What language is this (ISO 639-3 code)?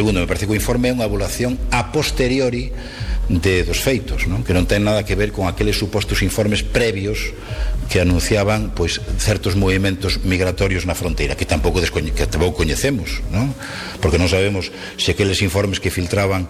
glg